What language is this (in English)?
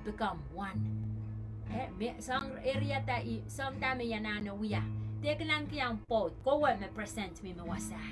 Pohnpeian